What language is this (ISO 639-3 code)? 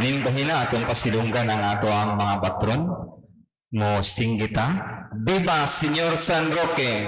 ceb